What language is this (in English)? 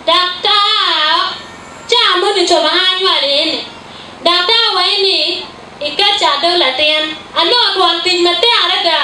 Acoli